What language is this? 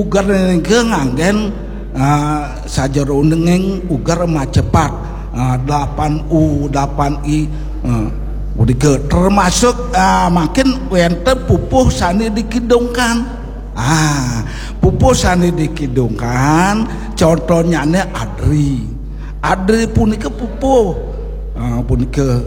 Balinese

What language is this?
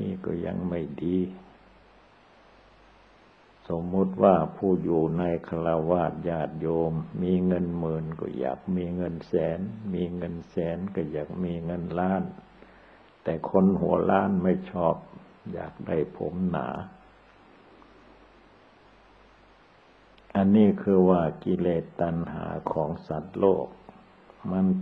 Thai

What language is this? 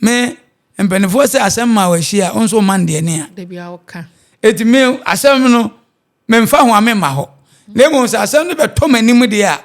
Akan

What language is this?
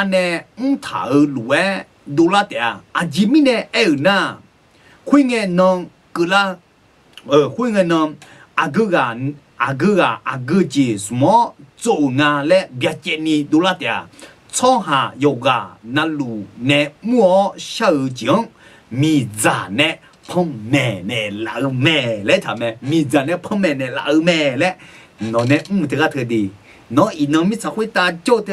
Akha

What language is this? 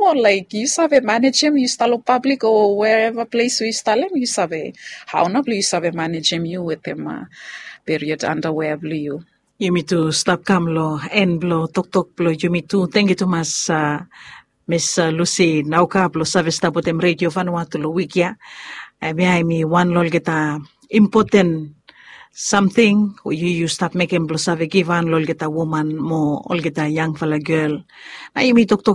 Bislama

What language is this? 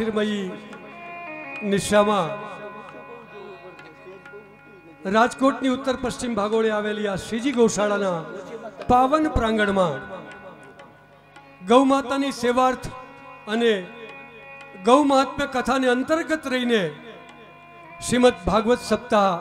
Gujarati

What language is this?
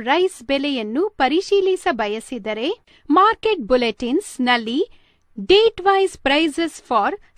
Kannada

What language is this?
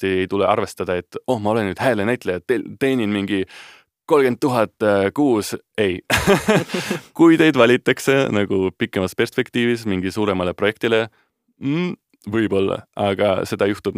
Estonian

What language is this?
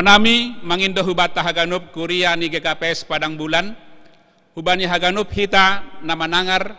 Batak Simalungun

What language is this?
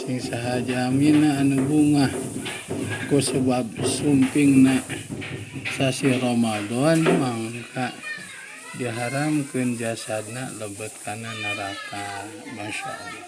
Sundanese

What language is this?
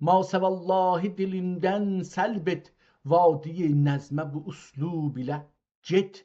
South Azerbaijani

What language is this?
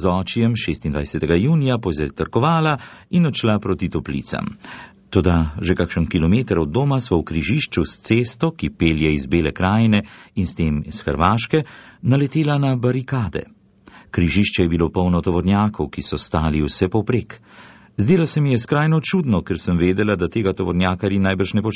Slovenian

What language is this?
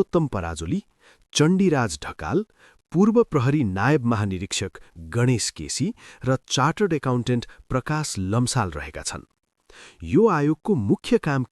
Nepali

